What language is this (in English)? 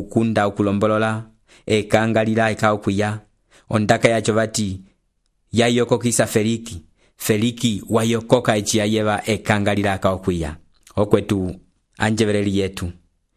Umbundu